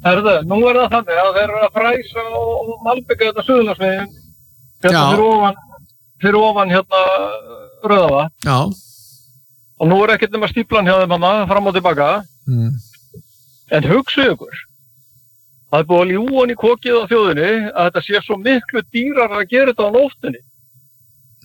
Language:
Icelandic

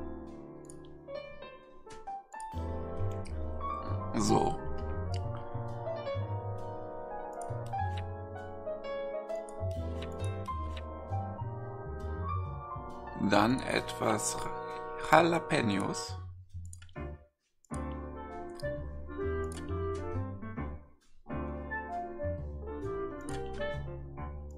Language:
German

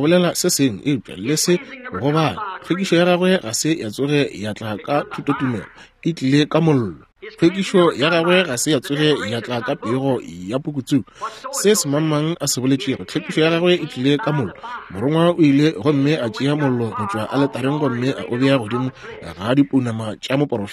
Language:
Northern Sotho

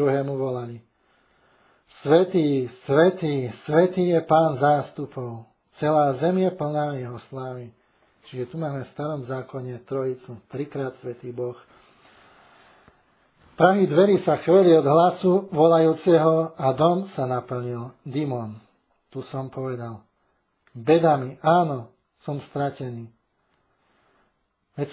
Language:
Slovak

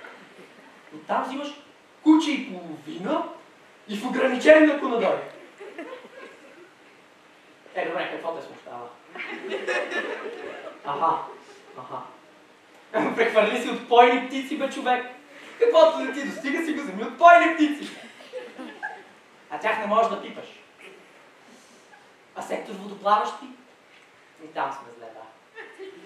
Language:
Bulgarian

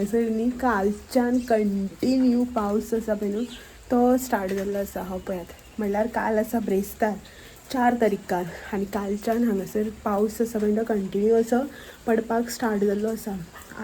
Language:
Konkani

